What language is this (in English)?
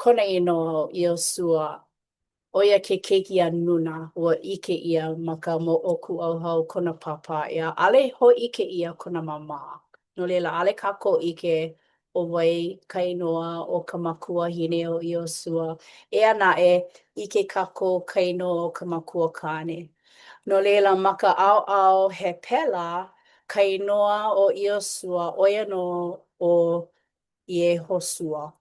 Hawaiian